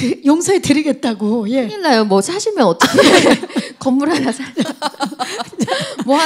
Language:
Korean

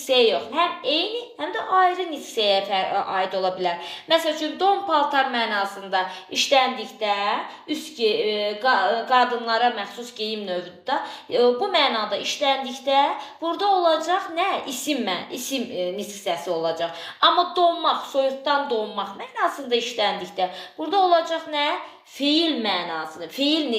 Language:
Azerbaijani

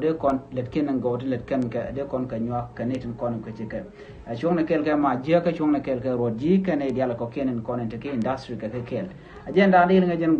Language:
Nuer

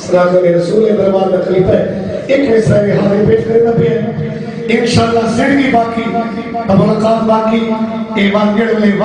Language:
Saraiki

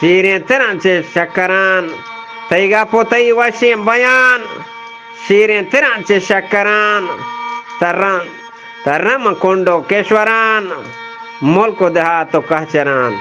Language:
Eastern Balochi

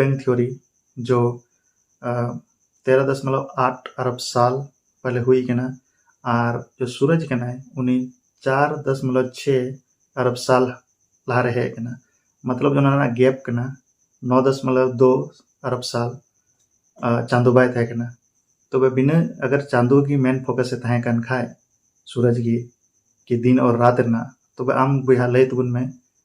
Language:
Santali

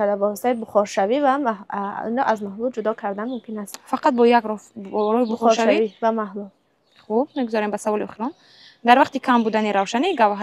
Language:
Tajik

